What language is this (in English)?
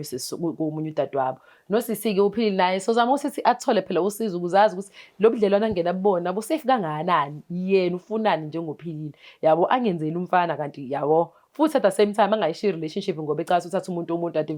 Zulu